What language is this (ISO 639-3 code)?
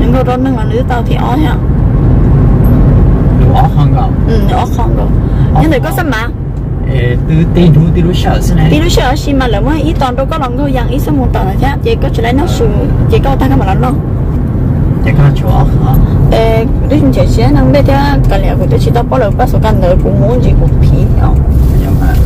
vie